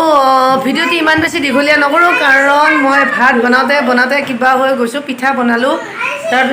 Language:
Assamese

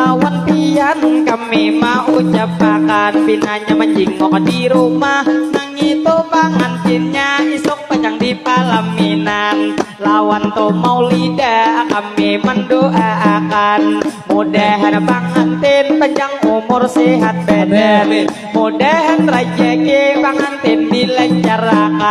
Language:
Banjar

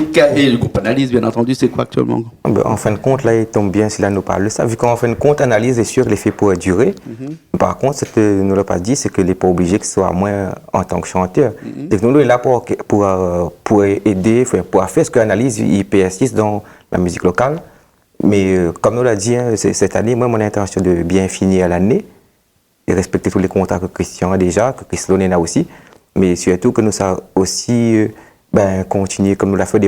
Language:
Réunion Creole French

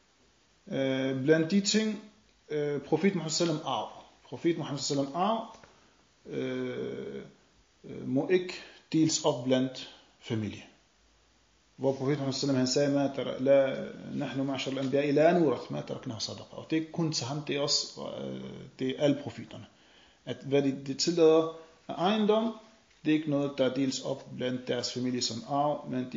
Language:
Danish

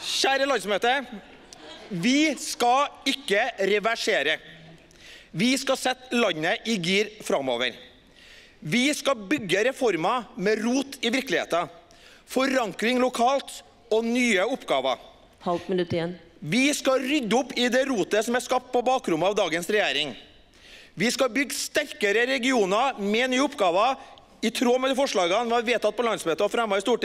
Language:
Norwegian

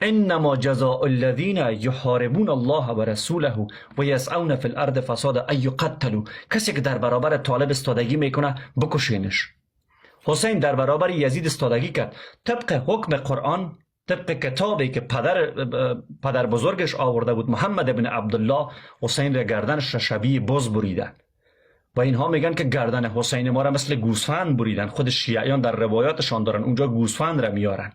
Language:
Persian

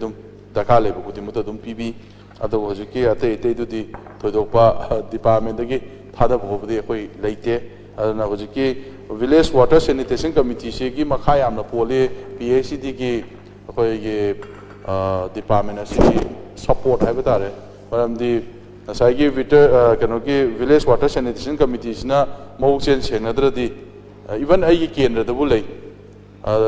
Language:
Manipuri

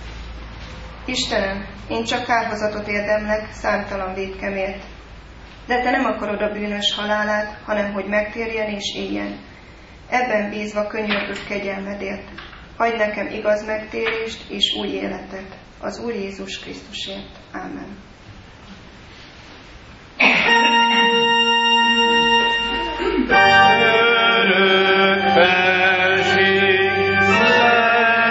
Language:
Hungarian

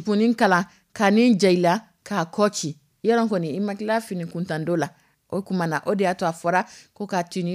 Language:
Dyula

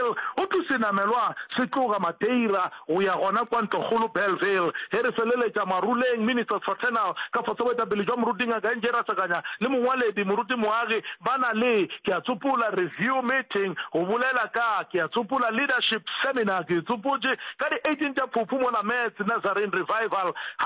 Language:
Northern Sotho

